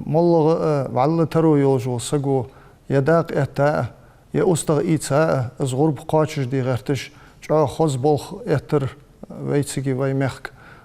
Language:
Ingush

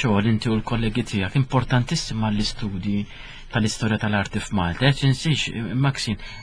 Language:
Maltese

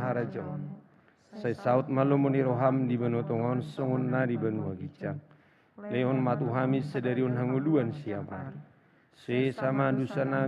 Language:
Batak Toba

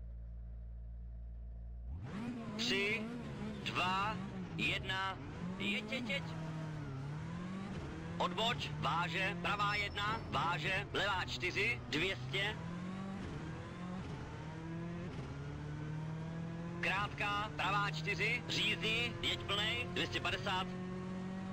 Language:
Czech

